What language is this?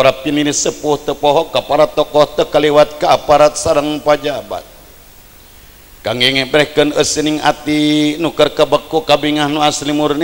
Sundanese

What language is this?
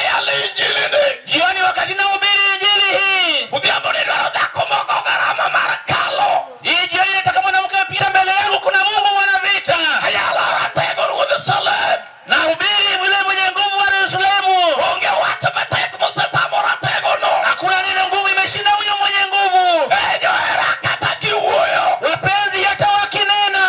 Luo (Kenya and Tanzania)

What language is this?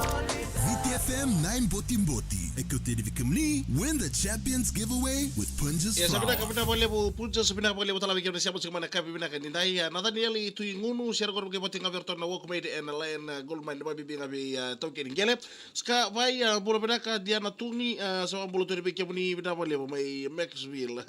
Fijian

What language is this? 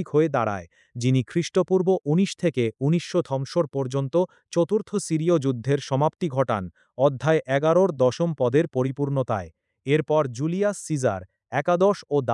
Bangla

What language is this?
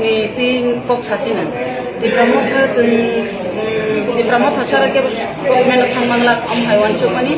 Kok Borok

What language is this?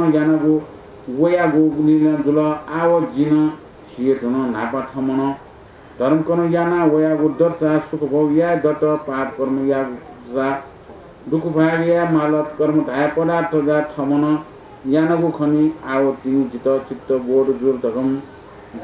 Newari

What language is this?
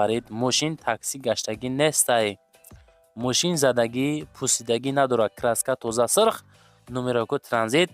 Tajik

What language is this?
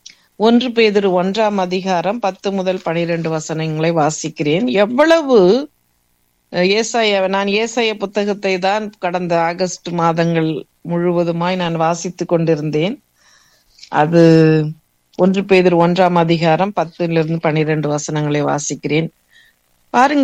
Tamil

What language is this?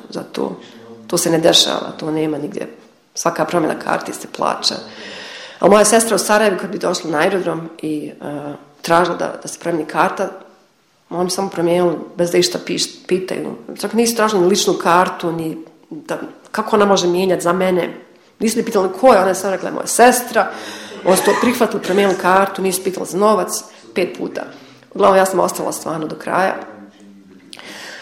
Bosnian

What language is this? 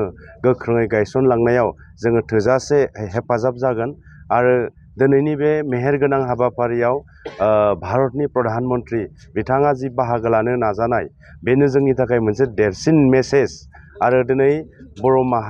Bodo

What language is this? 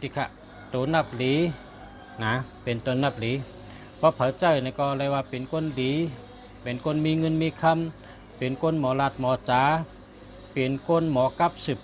Shan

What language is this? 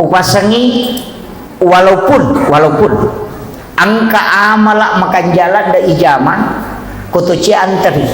Buginese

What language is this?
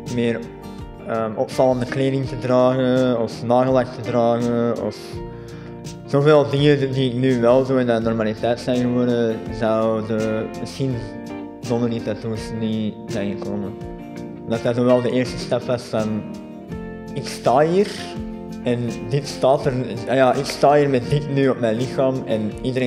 Dutch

